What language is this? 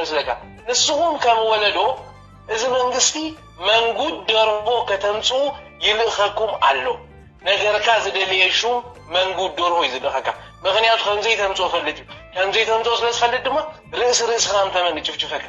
Tigrinya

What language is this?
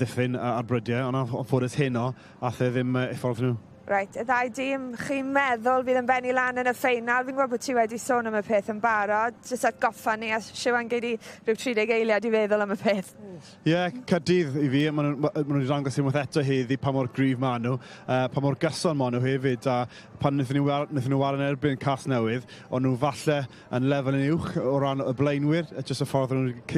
Welsh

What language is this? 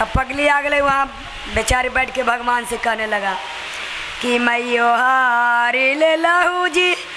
Magahi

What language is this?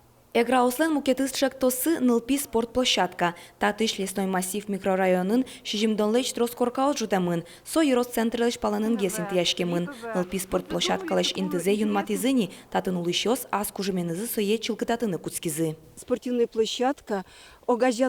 Udmurt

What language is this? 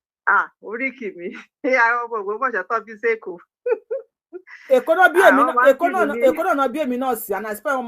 Yoruba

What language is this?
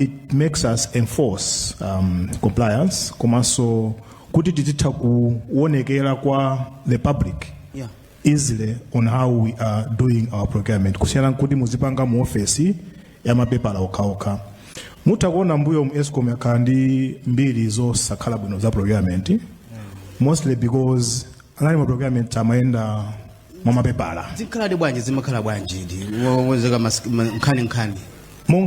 Nyanja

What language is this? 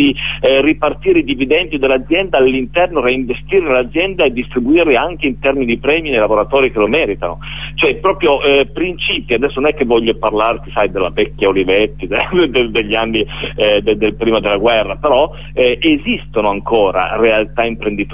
Italian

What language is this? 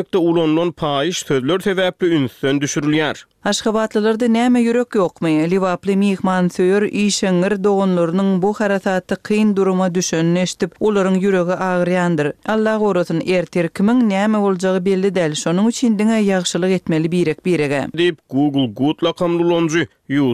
Turkmen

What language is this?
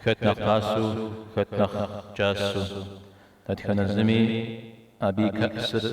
Kabardian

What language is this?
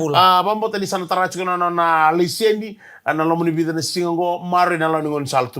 Fijian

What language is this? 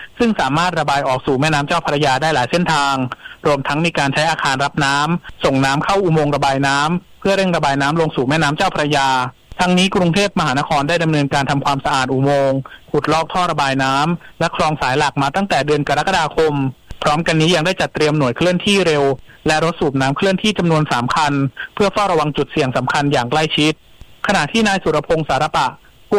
Thai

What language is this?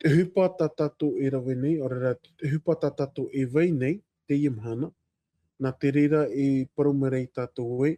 Tahitian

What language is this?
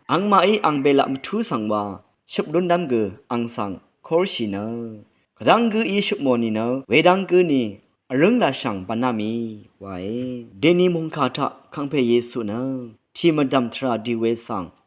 Rawang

